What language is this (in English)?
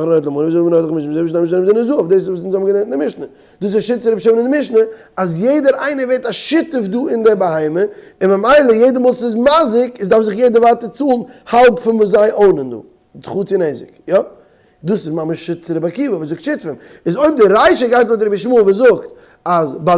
Yiddish